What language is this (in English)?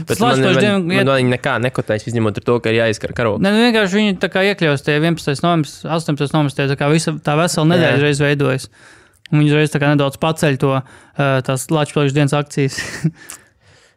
Latvian